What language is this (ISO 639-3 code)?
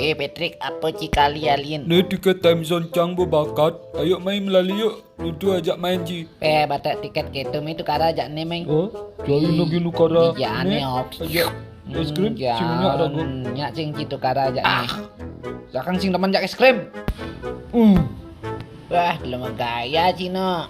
ban